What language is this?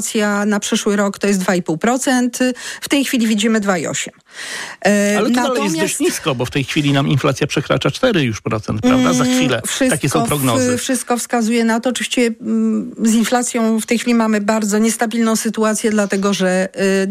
Polish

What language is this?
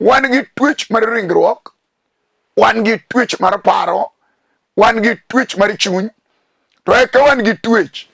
Luo (Kenya and Tanzania)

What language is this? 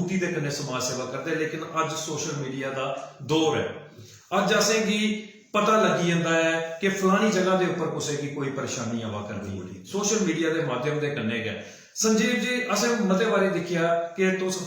Dogri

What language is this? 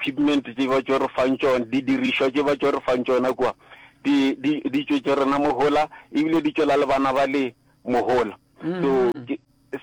Northern Sotho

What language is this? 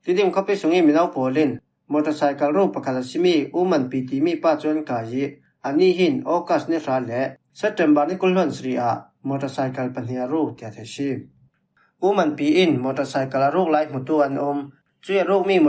Falam Chin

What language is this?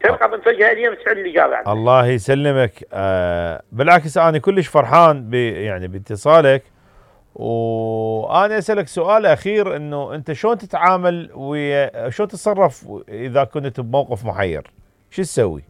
Mesopotamian Arabic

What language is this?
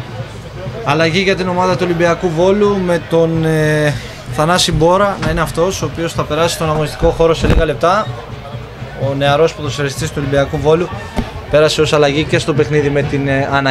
Greek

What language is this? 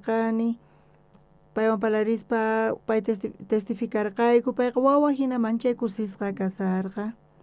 South Bolivian Quechua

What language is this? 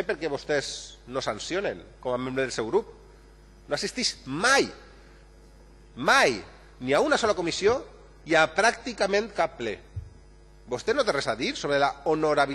Catalan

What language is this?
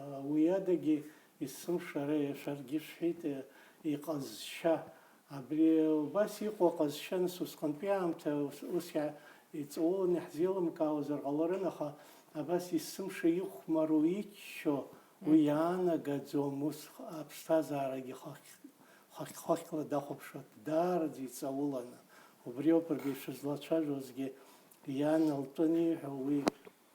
Abkhazian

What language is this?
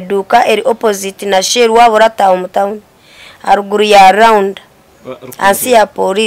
Nyankole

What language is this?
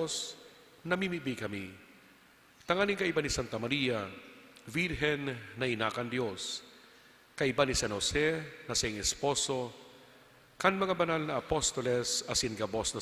Bikol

